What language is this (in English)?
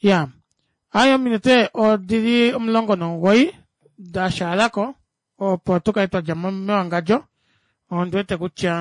Kuanyama